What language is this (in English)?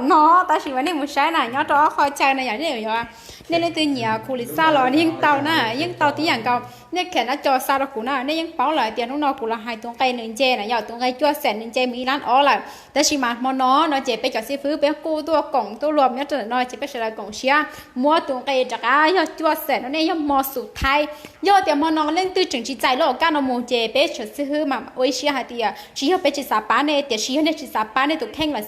Hmong